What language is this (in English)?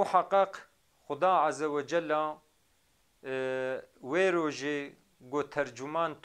Kurdish